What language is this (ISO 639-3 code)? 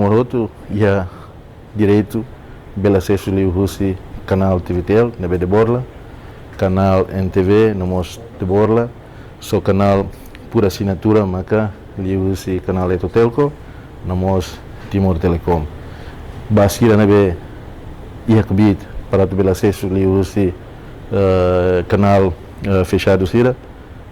tet